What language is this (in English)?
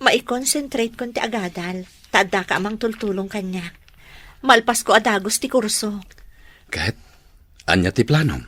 Iloko